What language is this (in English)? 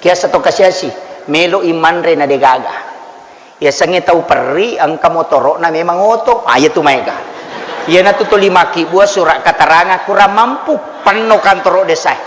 Buginese